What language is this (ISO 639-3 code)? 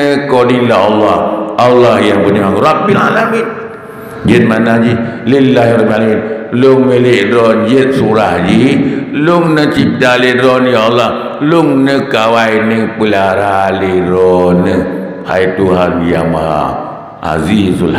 ace